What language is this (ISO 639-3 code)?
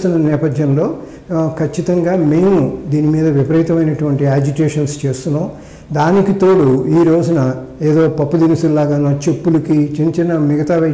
tel